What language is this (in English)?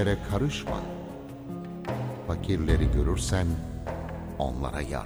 Turkish